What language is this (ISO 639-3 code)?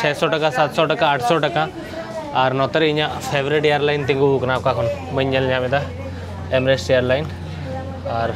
sat